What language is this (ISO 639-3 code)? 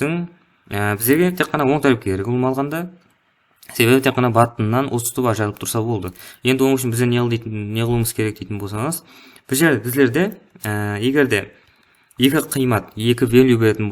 kaa